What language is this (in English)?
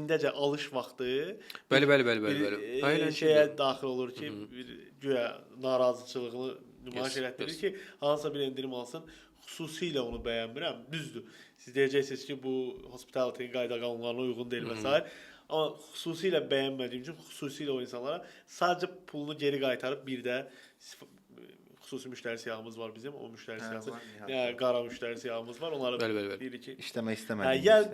Azerbaijani